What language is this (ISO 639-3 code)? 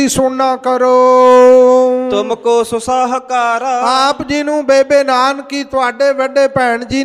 pan